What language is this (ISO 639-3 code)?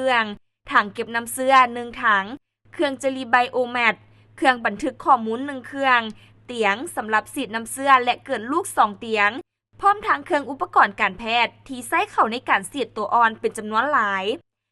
lao